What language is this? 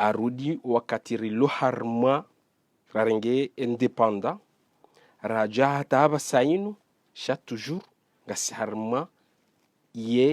Ngazidja Comorian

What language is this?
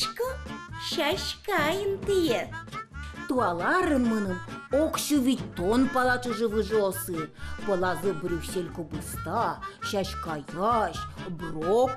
Udmurt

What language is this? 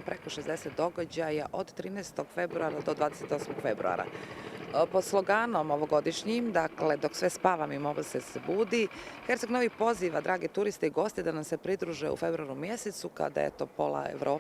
Bosnian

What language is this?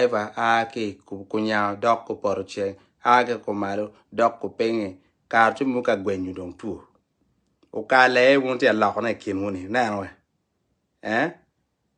Acoli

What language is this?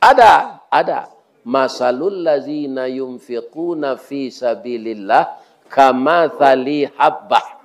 Minangkabau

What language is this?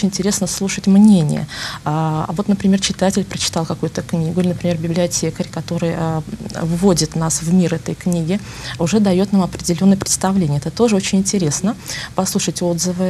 Russian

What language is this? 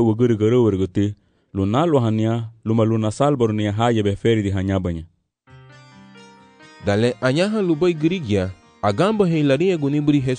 Garifuna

